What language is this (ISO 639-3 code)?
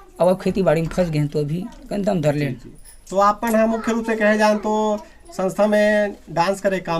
hne